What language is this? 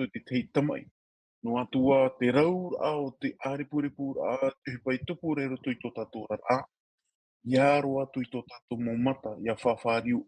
Tahitian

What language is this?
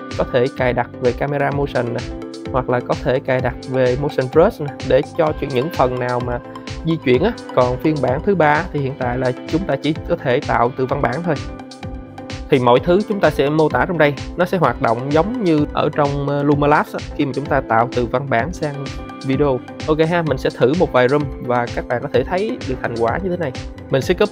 Vietnamese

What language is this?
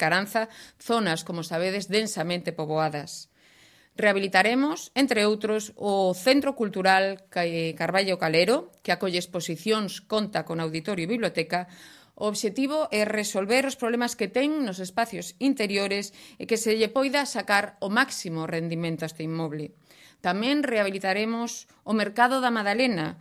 Galician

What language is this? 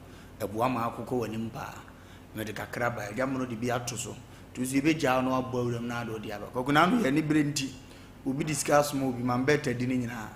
Akan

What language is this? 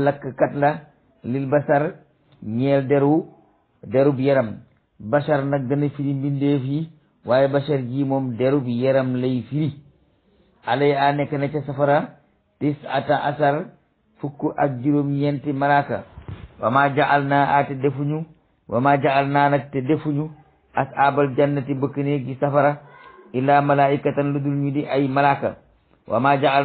Wolof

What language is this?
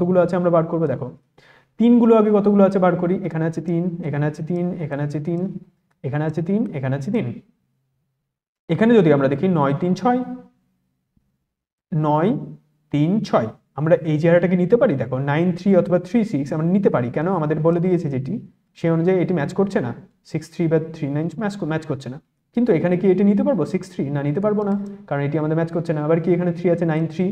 Bangla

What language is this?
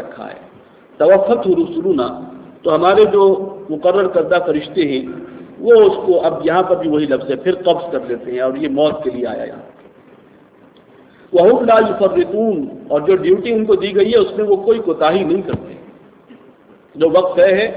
Urdu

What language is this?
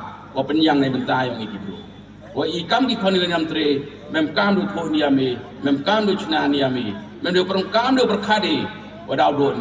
Pnar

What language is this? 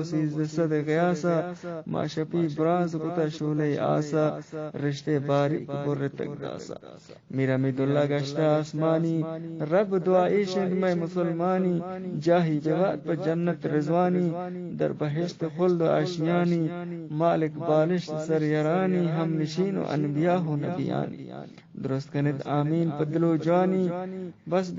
Eastern Balochi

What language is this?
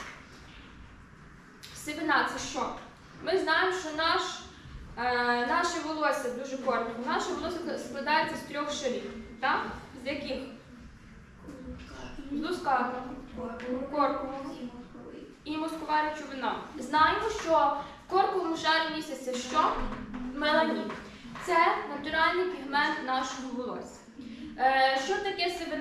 Ukrainian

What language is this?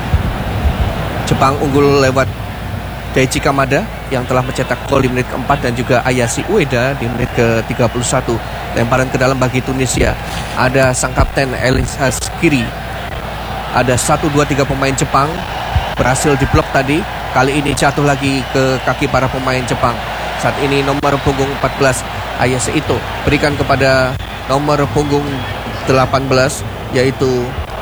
Indonesian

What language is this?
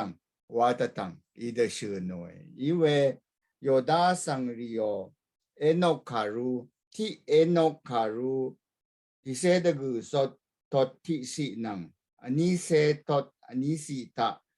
Rawang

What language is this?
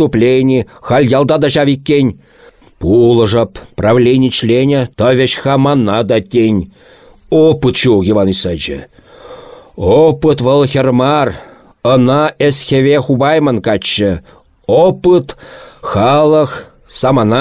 Chuvash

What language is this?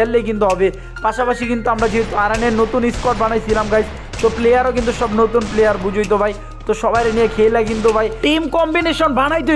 Bangla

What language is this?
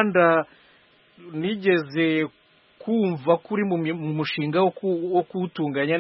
Kinyarwanda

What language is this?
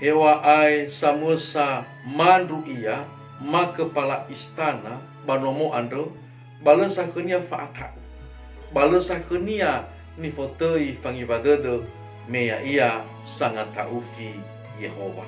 Nias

